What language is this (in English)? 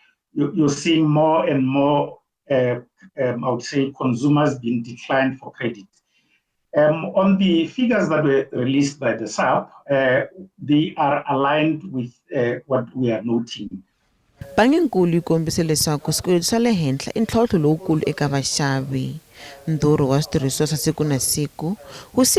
Tsonga